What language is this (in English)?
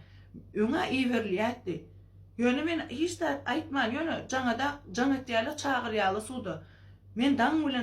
Turkmen